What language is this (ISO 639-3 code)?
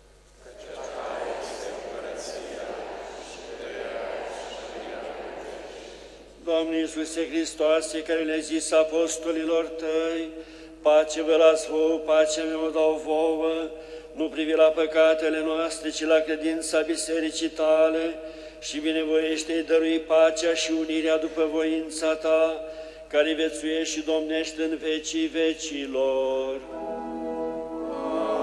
ron